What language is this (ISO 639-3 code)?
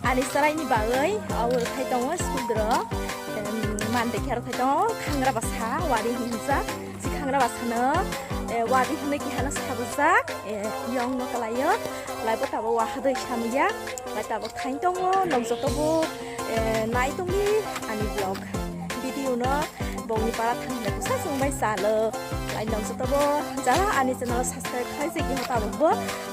trp